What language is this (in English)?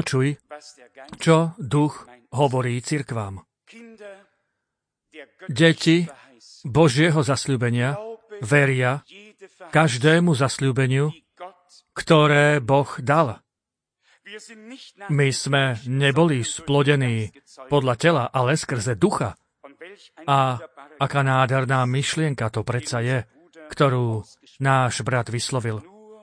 Slovak